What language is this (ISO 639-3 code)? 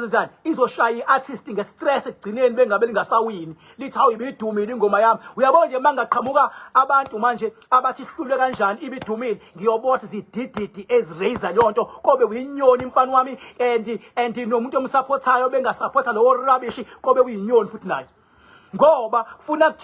zul